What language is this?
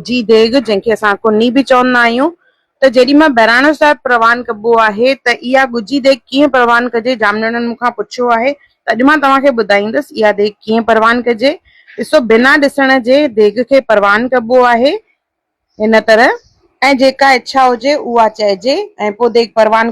Sindhi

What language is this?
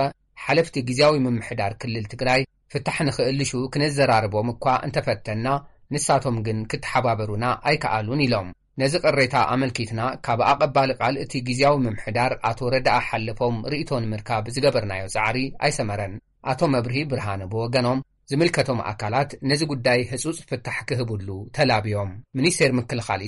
Tigrinya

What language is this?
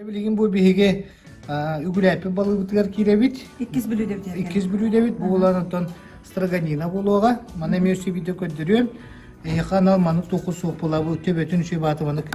Yakut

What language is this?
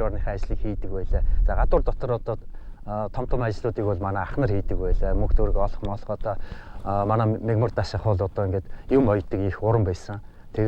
Mongolian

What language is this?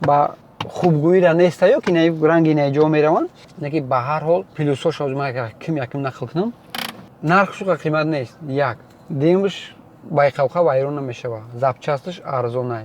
Tajik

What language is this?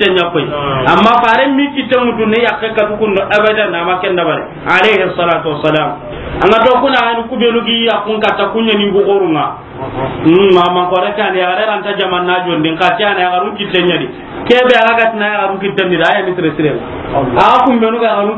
Soninke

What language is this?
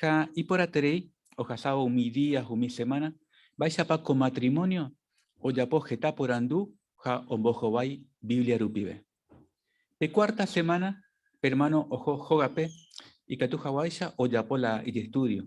Guarani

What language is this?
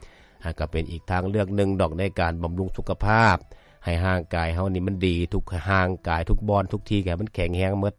Lao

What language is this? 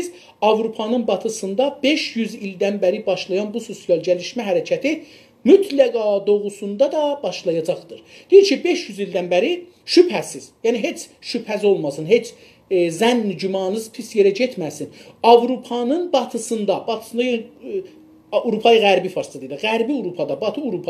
South Azerbaijani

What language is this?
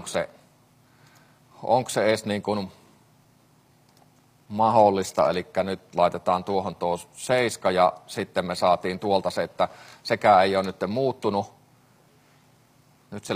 Finnish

